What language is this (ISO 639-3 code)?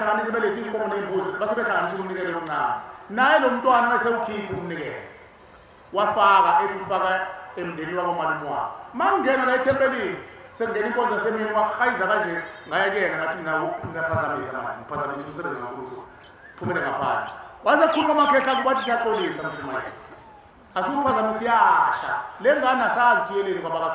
zul